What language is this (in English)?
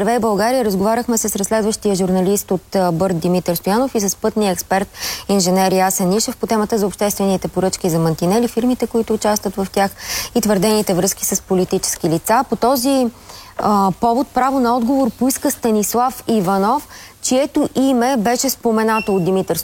Bulgarian